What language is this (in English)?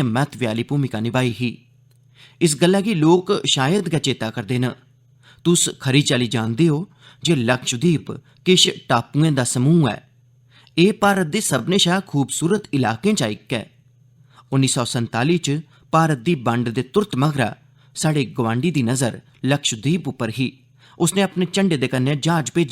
Dogri